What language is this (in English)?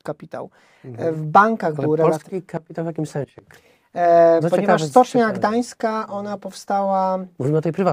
Polish